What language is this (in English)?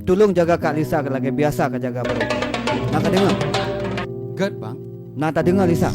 Achinese